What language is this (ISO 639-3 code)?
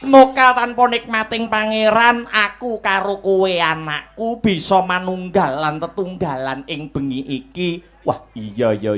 jav